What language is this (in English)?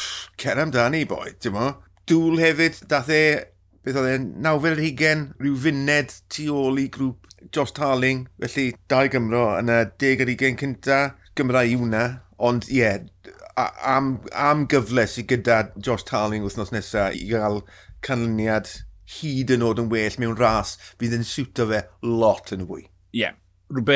Welsh